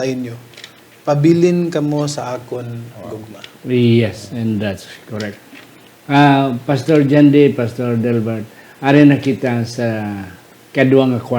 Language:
Hiligaynon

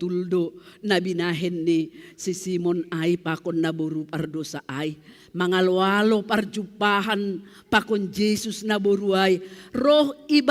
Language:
Batak Simalungun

